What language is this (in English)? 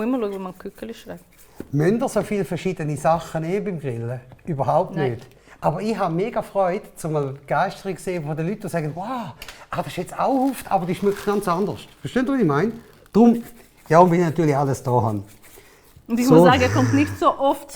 Swiss German